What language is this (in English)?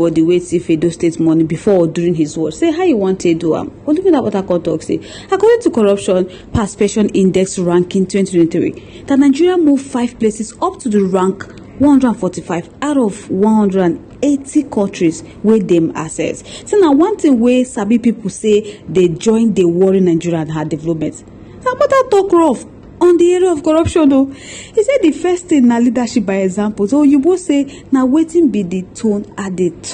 Nigerian Pidgin